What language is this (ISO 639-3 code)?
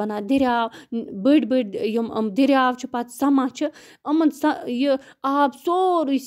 kas